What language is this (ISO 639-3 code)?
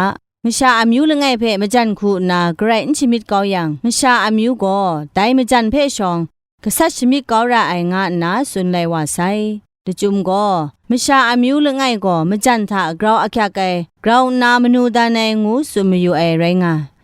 kac